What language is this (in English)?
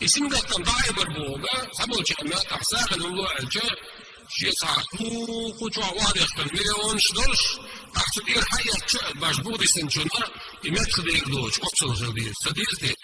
Chechen